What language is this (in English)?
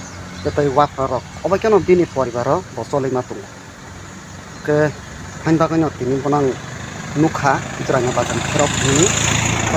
Kok Borok